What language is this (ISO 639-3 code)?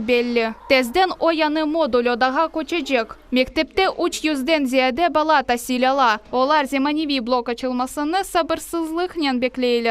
crh